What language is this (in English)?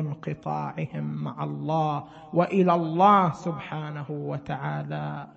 Arabic